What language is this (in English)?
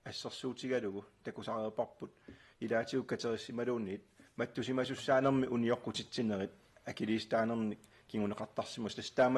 Kalaallisut